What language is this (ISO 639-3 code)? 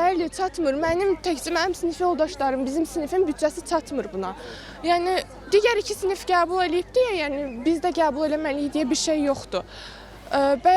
aze